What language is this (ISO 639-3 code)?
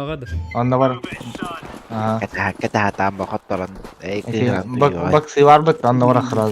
sah